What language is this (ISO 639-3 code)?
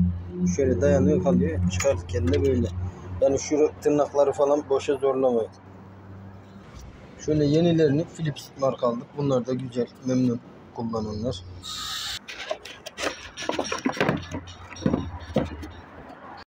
tur